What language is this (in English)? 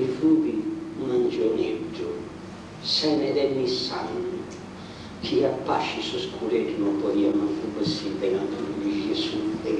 Sardinian